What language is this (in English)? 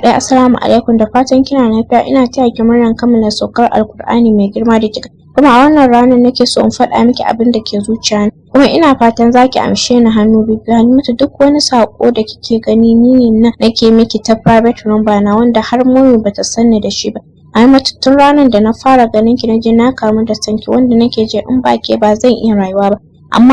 Hausa